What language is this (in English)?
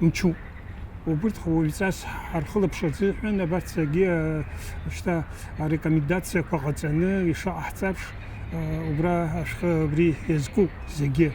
Abkhazian